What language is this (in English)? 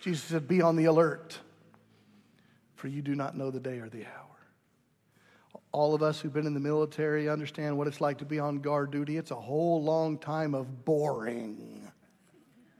English